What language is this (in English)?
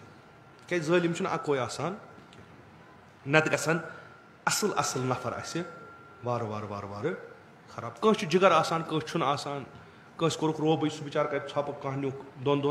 Kashmiri